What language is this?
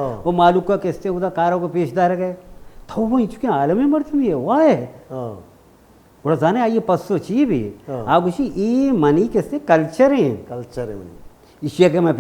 Baluchi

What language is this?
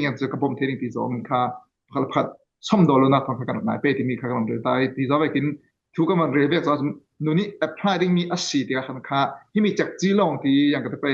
Falam Chin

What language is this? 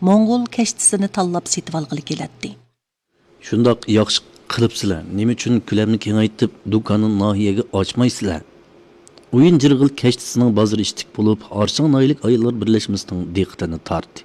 Uyghur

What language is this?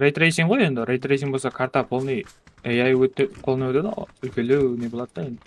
Kara-Kalpak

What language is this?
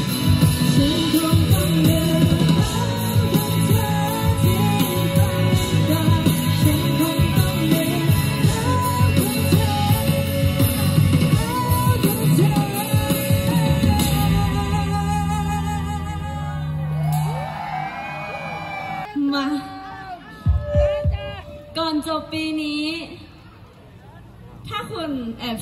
Thai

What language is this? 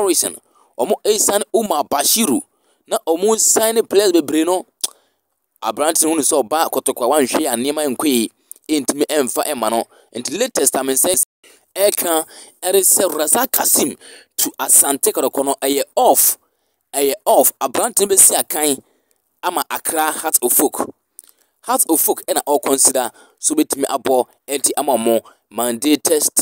Akan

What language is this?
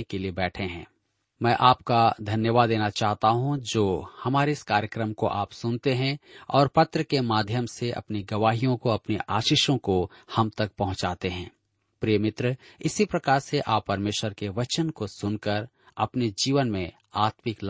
Hindi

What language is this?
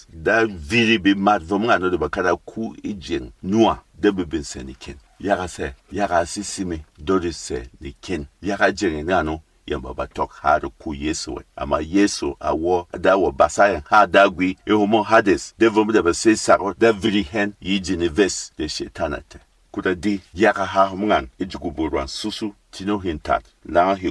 Berom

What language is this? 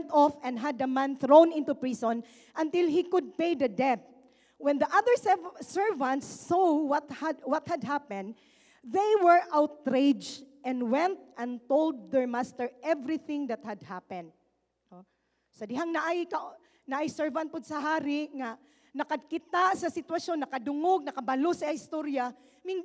Cebuano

